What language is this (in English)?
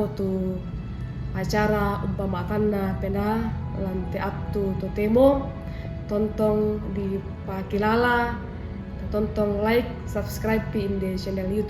Toraja-Sa'dan